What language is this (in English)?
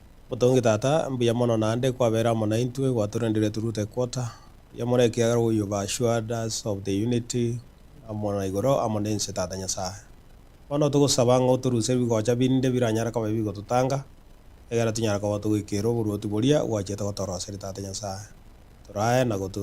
Gusii